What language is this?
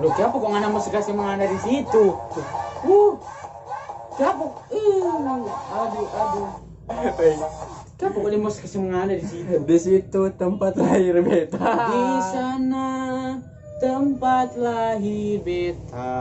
Manado Malay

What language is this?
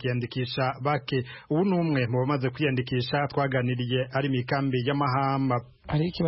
Kinyarwanda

